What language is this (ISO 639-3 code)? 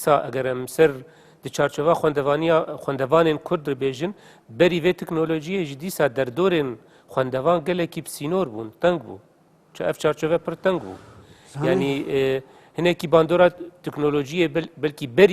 kur